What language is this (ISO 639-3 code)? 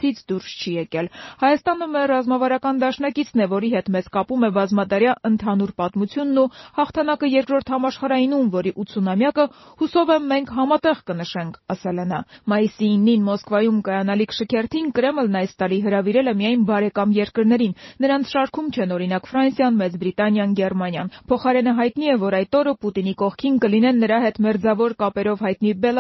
hye